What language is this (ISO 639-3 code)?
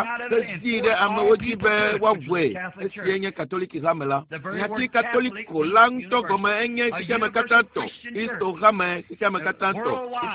ewe